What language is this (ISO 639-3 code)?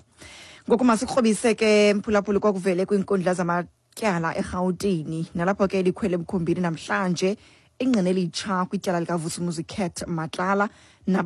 xho